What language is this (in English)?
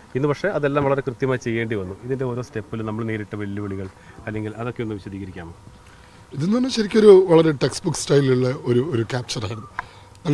Malayalam